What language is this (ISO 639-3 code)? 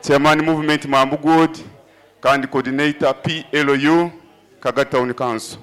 nyo